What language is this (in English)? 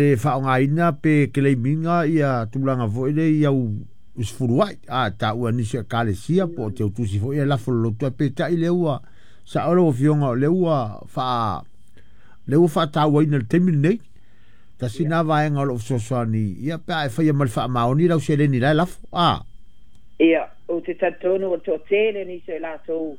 Samoan